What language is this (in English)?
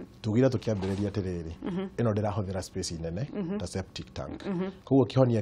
Kikuyu